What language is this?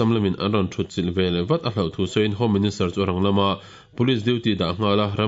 Mizo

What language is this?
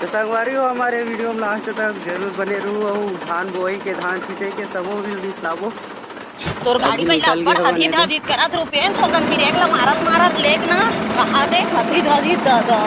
Chhattisgarhi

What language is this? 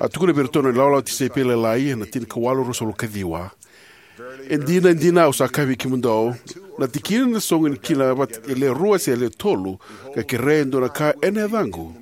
Fijian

